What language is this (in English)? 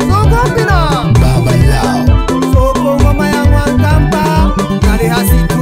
Swahili